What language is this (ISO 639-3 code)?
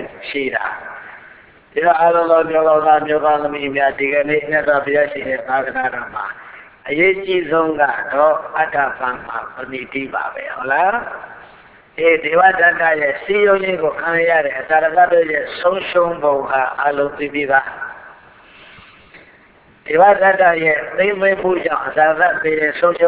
mya